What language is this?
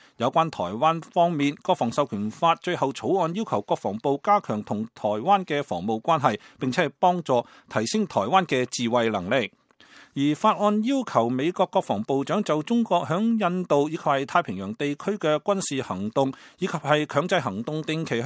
Cantonese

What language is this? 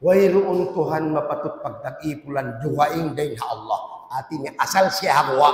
Tausug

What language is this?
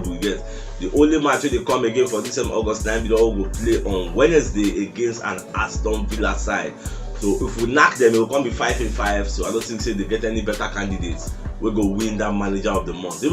Nigerian Pidgin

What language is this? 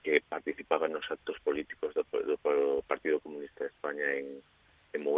Galician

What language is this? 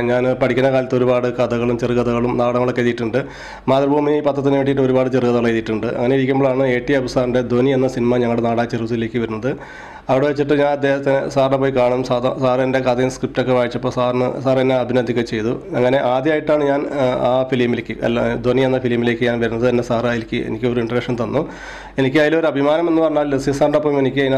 Malayalam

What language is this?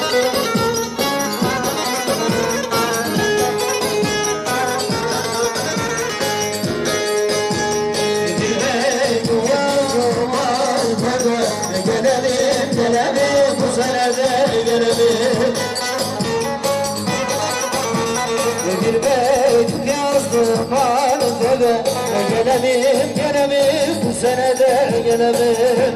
Turkish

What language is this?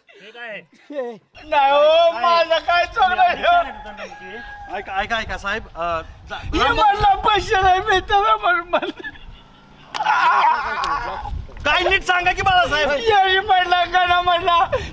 Marathi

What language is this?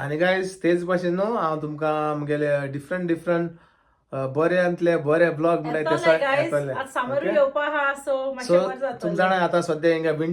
Konkani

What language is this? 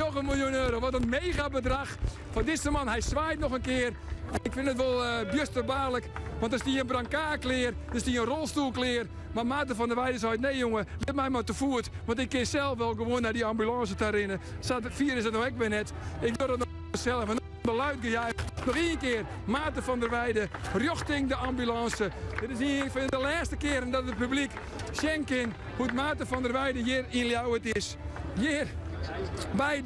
Western Frisian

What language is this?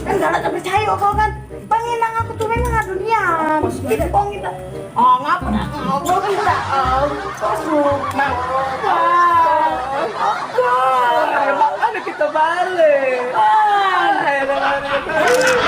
Musi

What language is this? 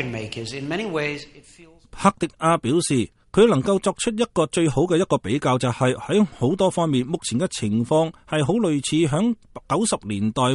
Cantonese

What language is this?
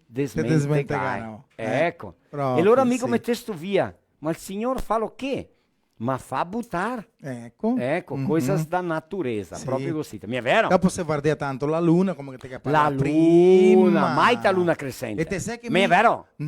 Venetian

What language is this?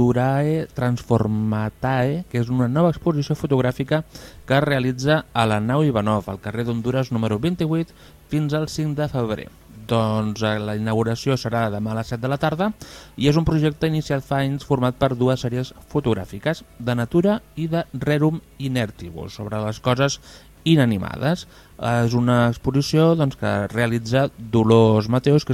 Catalan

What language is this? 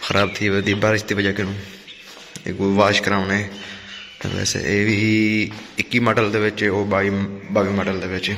Saraiki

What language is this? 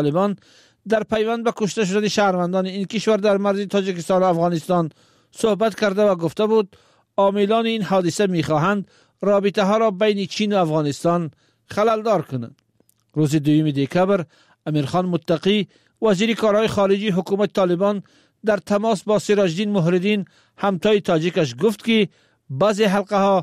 Persian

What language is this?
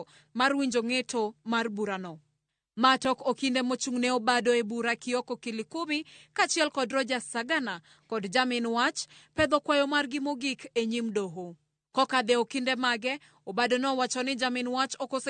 Luo (Kenya and Tanzania)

